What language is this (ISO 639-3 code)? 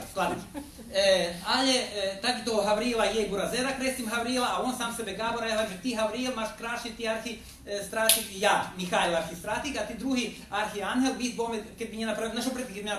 rue